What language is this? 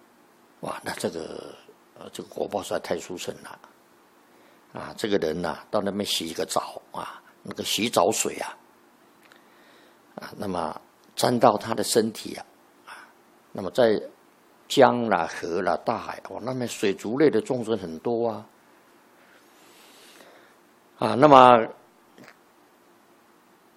Chinese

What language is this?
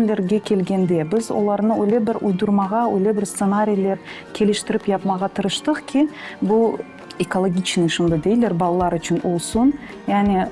Crimean Tatar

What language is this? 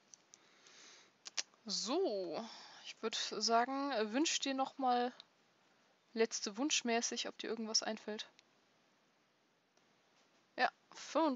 German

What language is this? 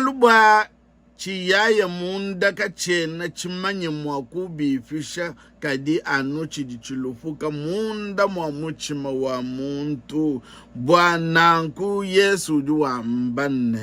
Luba-Lulua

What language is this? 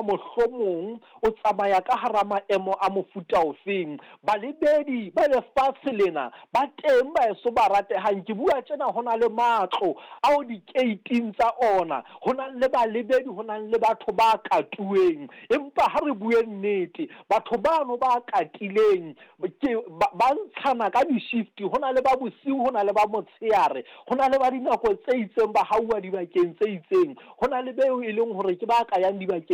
Southern Sotho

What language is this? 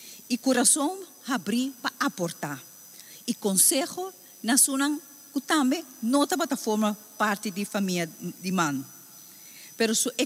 Papiamento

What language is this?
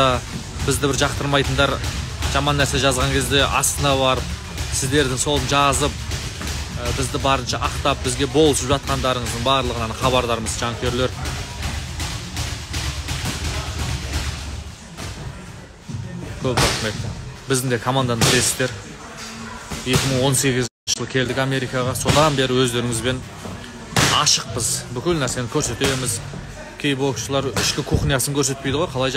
Kazakh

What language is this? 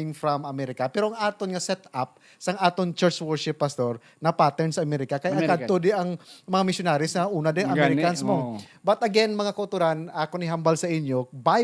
Hiligaynon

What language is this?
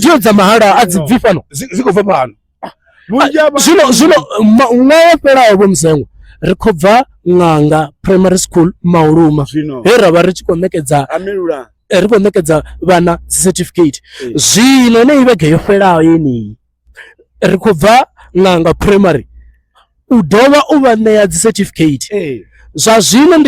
Venda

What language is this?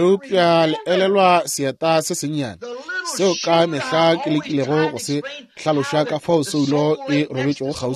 Northern Sotho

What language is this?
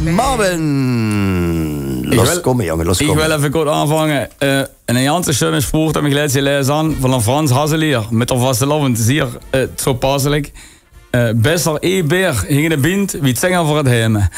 Limburgish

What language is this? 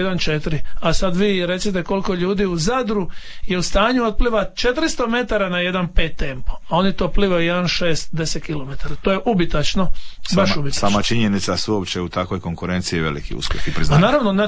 Croatian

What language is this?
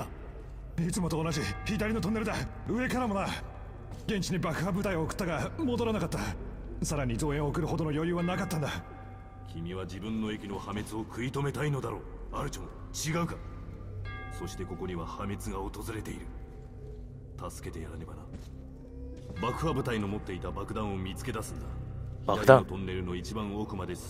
Japanese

